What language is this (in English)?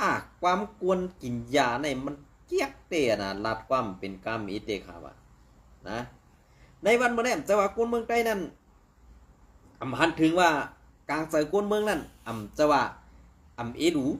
Shan